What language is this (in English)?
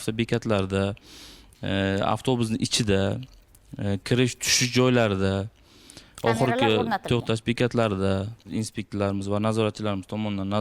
Uzbek